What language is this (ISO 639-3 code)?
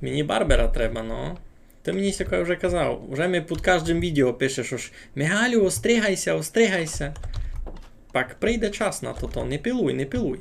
rue